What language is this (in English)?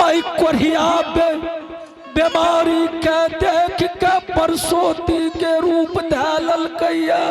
Angika